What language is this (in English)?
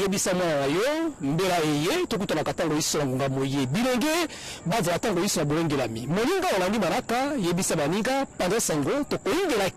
Lingala